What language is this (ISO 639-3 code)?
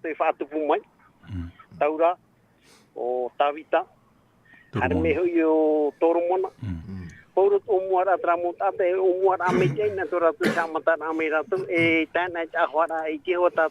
tah